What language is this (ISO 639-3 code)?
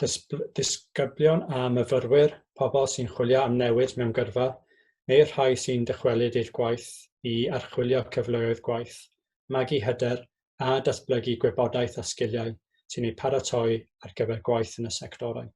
cym